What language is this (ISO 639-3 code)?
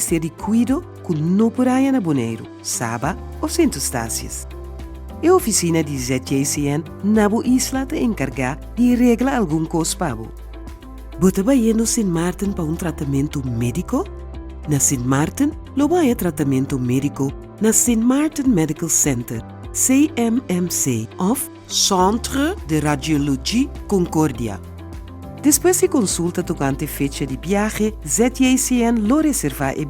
pap